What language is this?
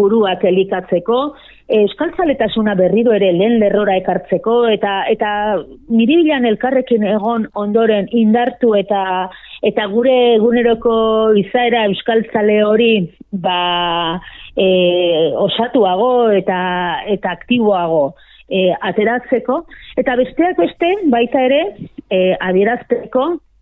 Basque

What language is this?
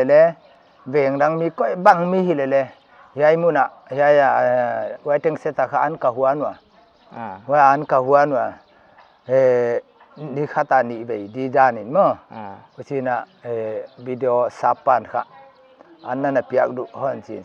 Paite Chin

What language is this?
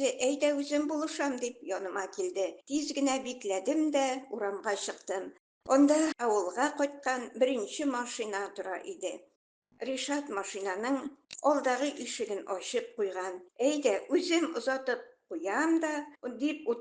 Tatar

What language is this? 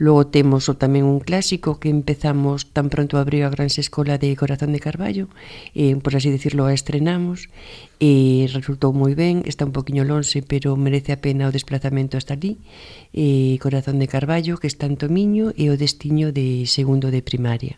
Galician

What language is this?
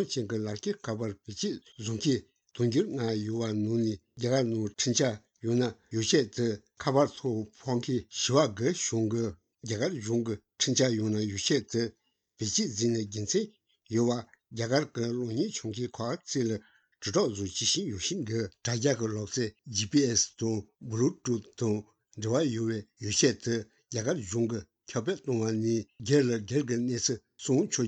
Latvian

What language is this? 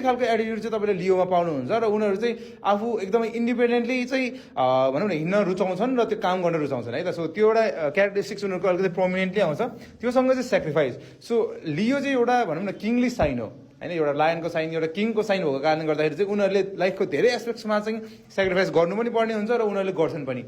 Nepali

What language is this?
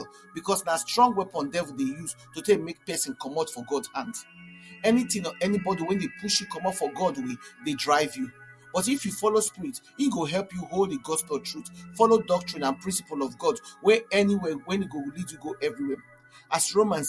Nigerian Pidgin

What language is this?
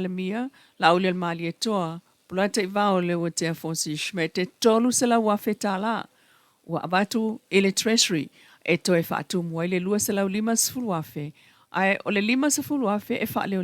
Samoan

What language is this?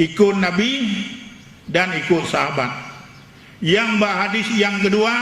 Achinese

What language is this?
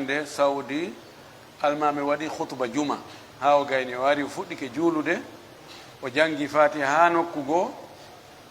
Pular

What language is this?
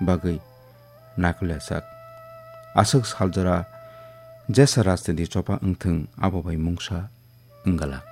Kok Borok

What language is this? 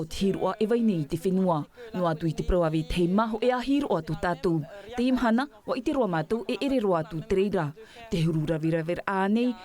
Tahitian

